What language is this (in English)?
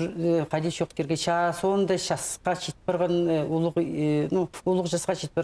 Khakas